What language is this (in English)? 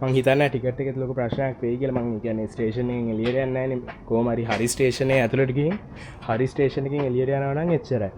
Sinhala